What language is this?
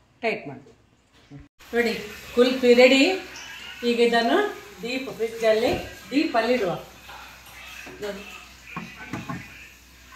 Kannada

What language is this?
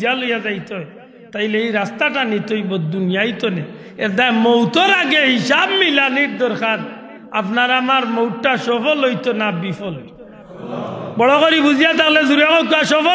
Sylheti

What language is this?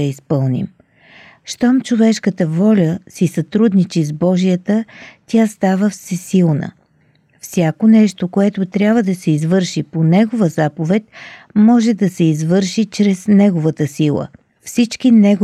Bulgarian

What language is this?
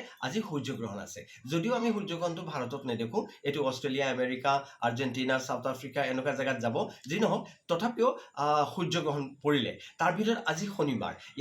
Assamese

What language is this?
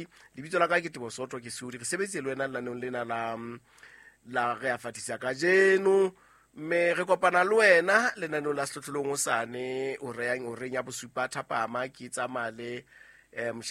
Southern Sotho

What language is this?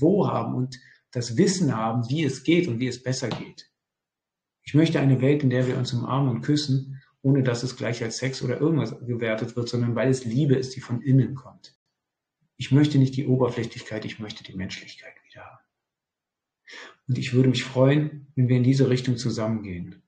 German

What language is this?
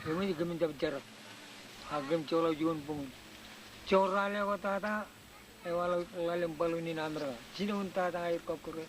Marshallese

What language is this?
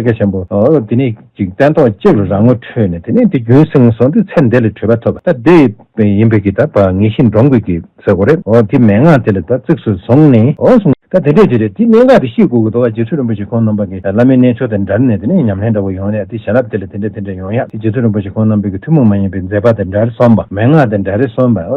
Tibetan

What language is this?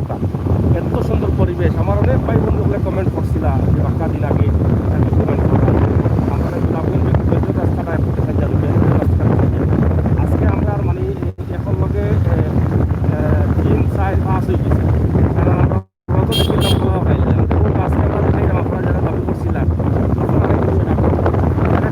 Sylheti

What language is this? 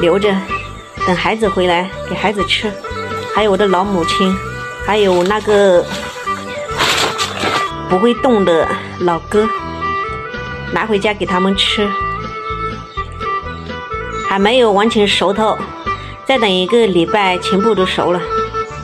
Chinese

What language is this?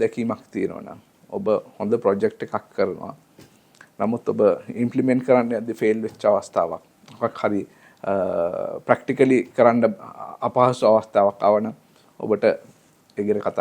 Sinhala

